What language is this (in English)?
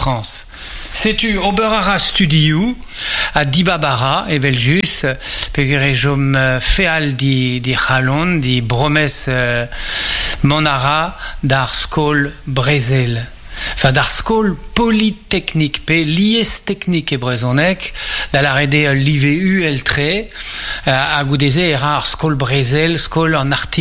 Breton